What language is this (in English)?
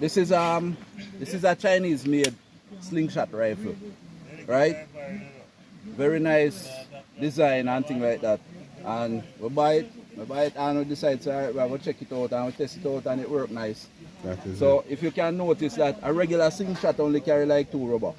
Jamaican Creole English